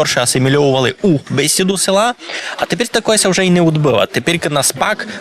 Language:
Rusyn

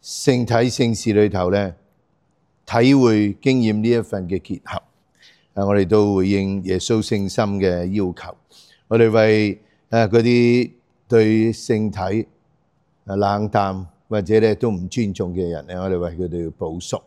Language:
Cantonese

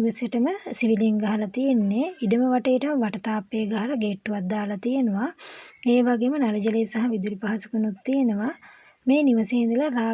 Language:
Sinhala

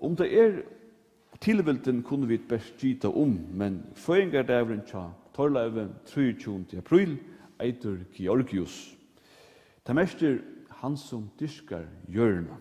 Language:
Faroese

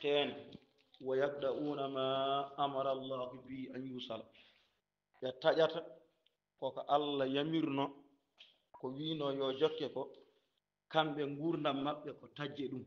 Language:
Fula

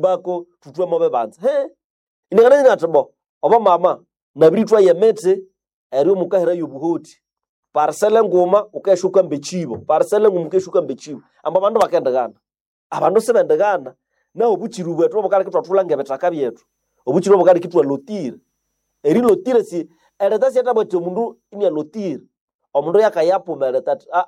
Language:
Nande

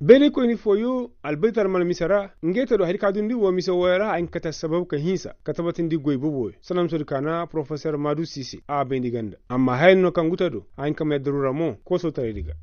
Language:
Koyraboro Senni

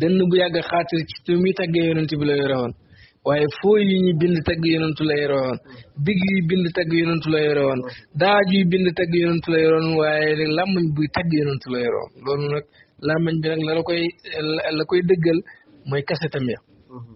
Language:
Wolof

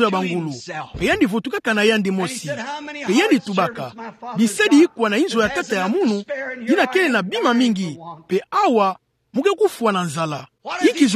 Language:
Kituba (Democratic Republic of Congo)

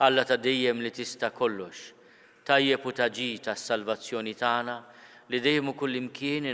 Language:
Maltese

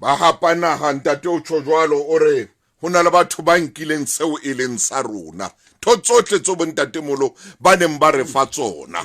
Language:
Southern Sotho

